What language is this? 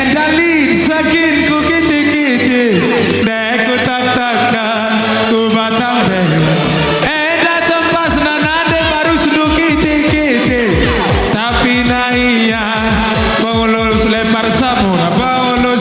Batak Karo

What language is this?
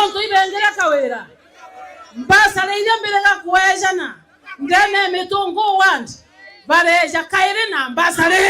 Meru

